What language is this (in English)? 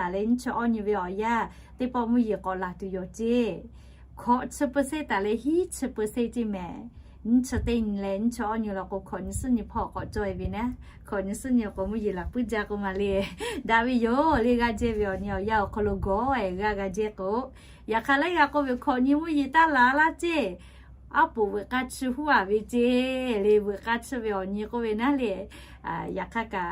Lahu